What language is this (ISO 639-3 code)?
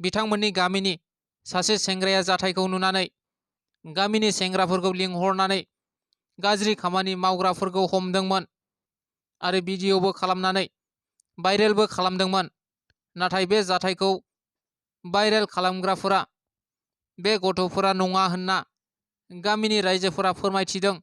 brx